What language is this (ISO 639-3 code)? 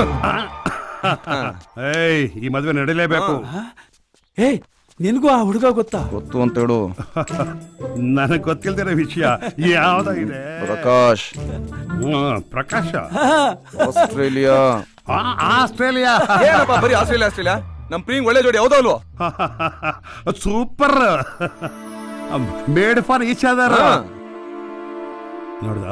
kan